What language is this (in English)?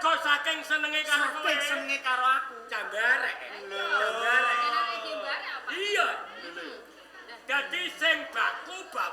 Javanese